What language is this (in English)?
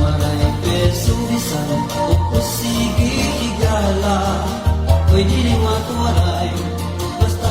Waray